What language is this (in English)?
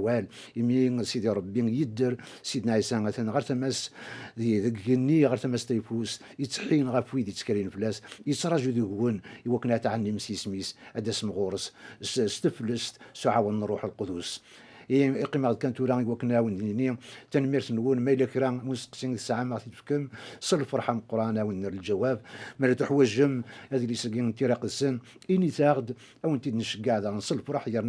Kabyle